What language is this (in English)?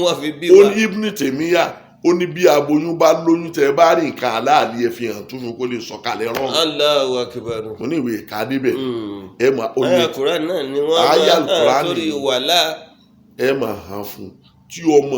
Yoruba